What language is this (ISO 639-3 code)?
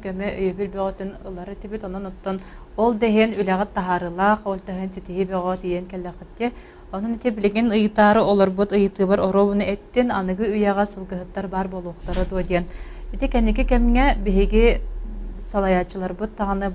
sah